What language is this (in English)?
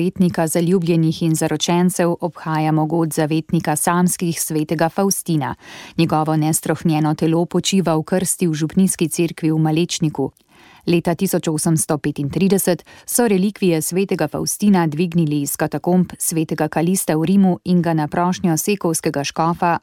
Slovenian